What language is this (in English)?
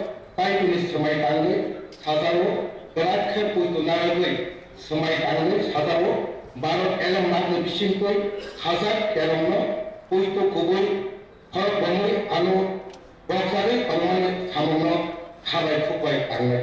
Kok Borok